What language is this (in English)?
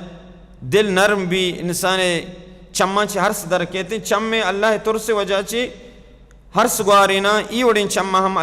Baluchi